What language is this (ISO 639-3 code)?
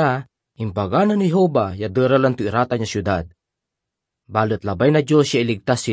pag